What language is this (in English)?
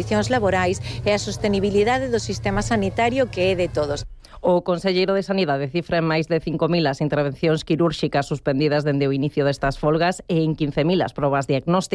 Galician